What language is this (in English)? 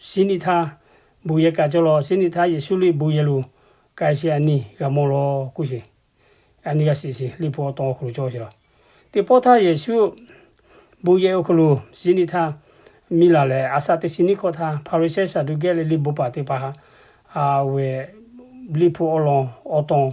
Lahu